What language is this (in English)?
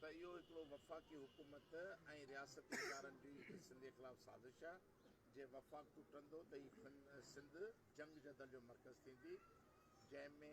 Sindhi